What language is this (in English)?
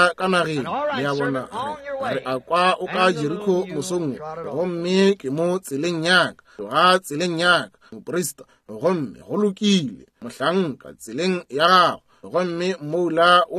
Northern Sotho